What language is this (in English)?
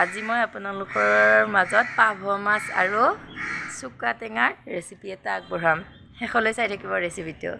Assamese